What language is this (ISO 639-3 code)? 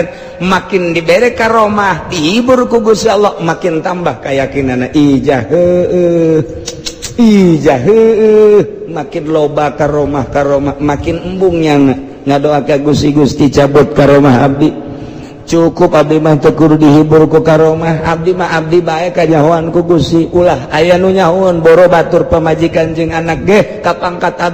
sun